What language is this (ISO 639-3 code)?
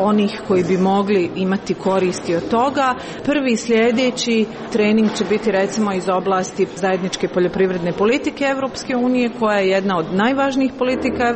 hrv